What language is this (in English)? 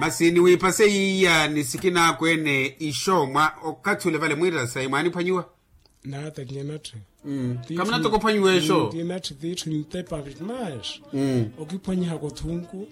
Makhuwa